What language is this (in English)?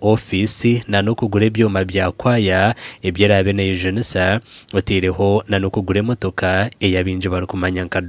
Nyankole